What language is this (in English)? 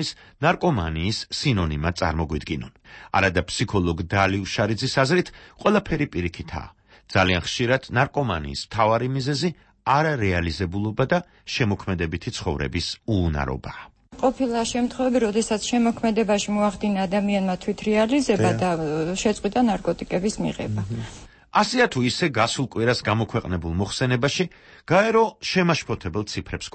Georgian